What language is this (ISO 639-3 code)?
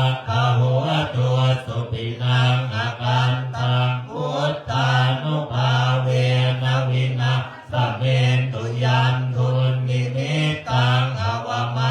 pli